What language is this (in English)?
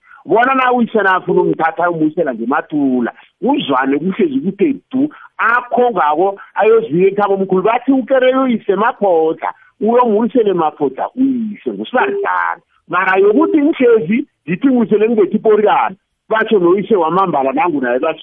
South Ndebele